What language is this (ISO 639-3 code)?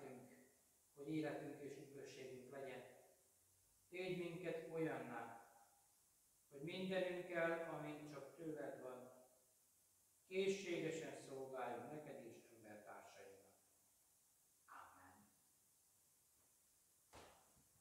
hun